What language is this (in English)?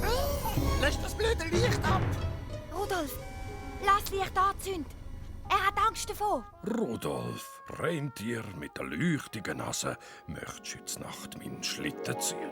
Swiss German